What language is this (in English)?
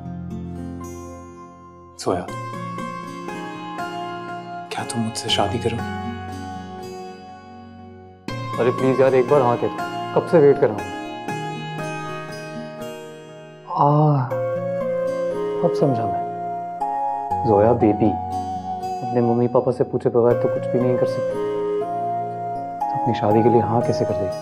Hindi